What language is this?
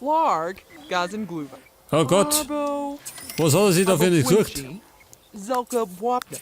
Bavarian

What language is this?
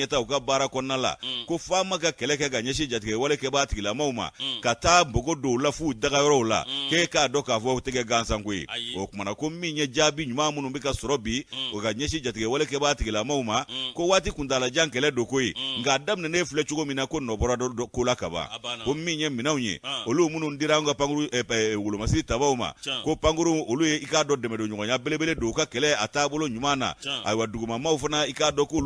Bambara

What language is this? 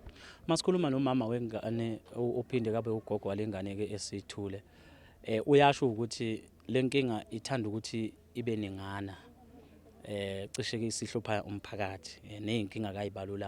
Zulu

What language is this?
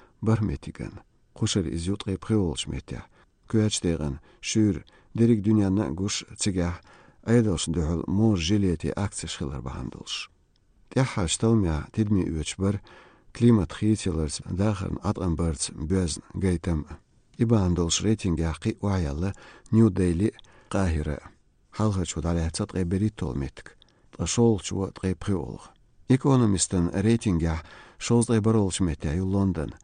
Chechen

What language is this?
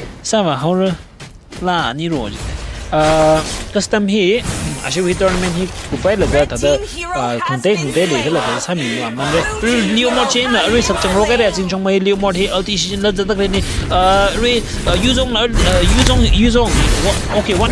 Tangkhul Naga (India)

